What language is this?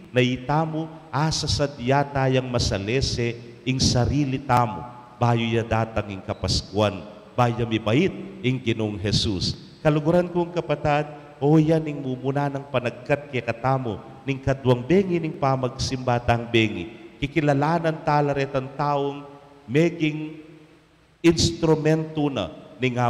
Pampanga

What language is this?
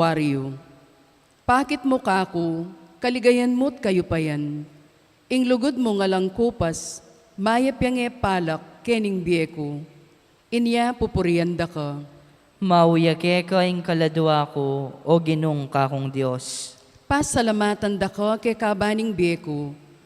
Pampanga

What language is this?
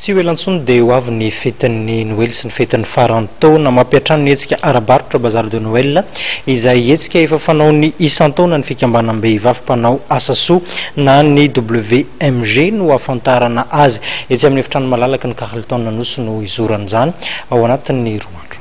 Malagasy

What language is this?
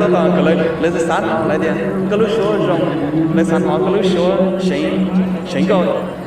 Hmong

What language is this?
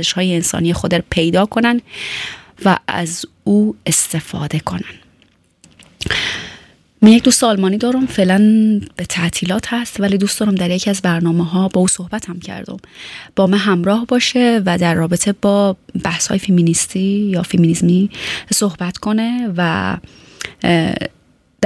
Persian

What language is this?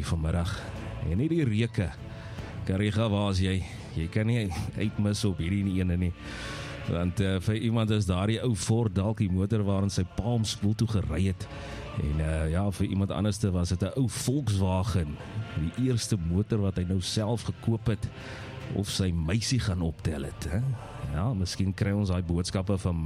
Afrikaans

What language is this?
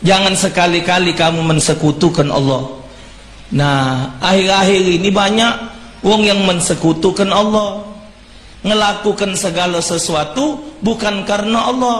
Musi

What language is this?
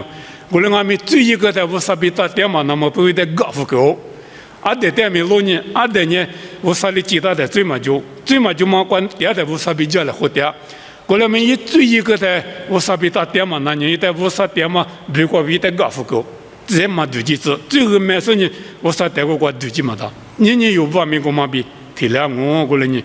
Lisu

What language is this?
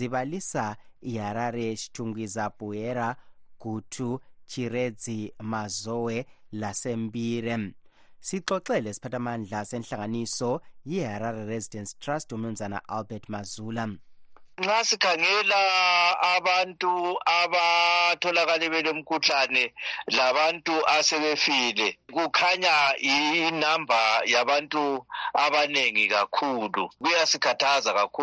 North Ndebele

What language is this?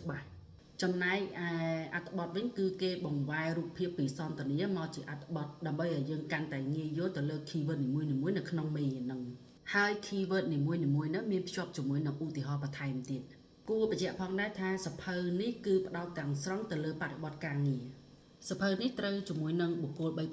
Khmer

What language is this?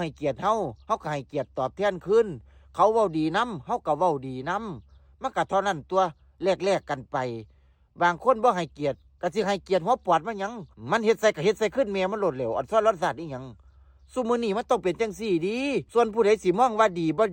Lao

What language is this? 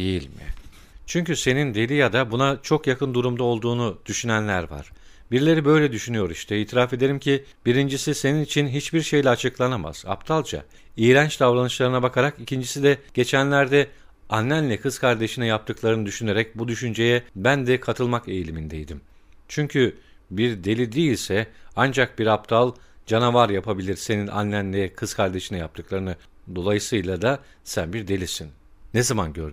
Turkish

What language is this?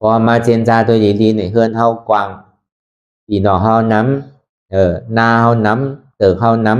Shan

